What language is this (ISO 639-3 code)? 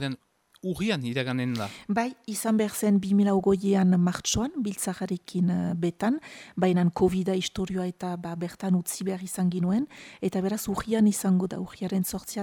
eus